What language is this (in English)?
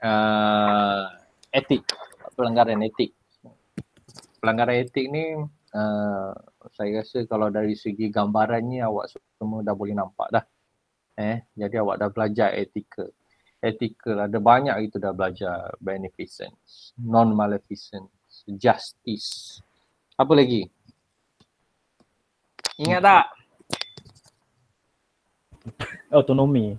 Malay